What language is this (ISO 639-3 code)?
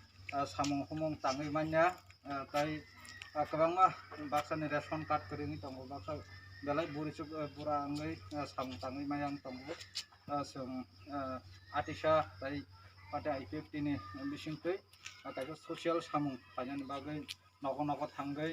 trp